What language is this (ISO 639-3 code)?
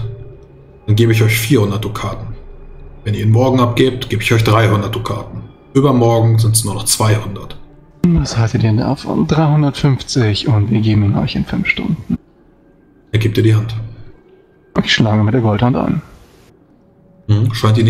deu